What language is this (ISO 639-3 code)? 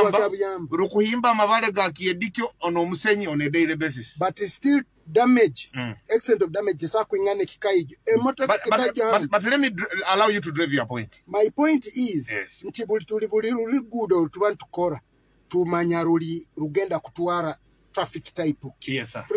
nyo